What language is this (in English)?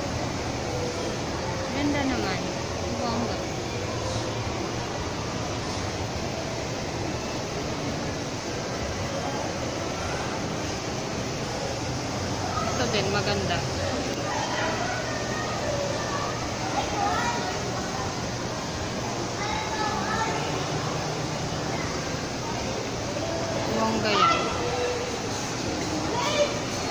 Filipino